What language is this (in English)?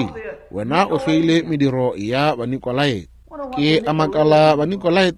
Northern Sotho